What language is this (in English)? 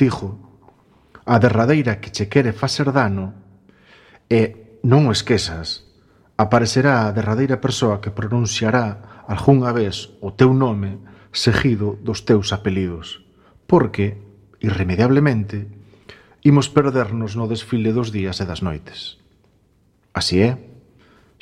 Galician